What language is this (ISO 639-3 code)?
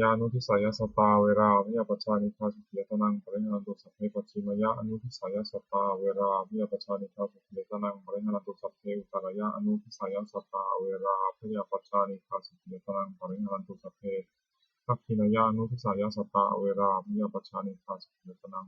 pli